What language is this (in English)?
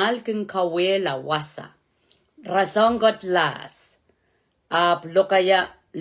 Pohnpeian